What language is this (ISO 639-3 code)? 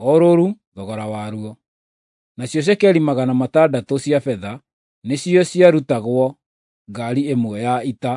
kik